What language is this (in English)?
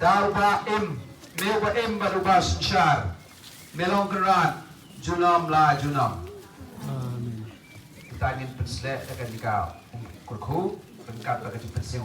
Khasi